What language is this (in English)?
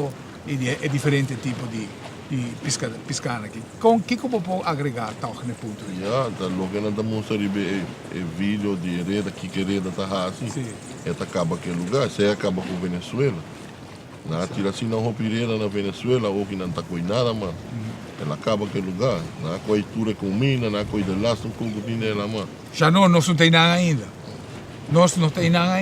Papiamento